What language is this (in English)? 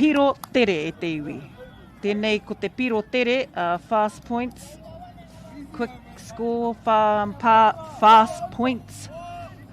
Māori